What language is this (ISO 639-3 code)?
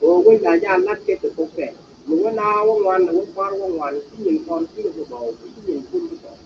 nus